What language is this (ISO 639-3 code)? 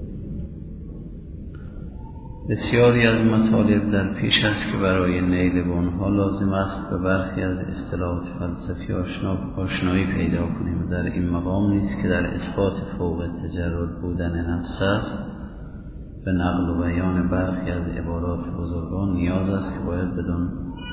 fas